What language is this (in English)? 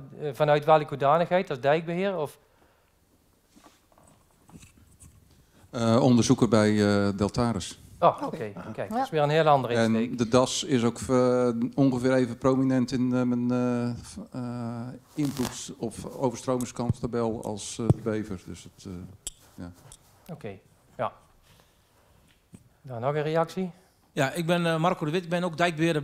Dutch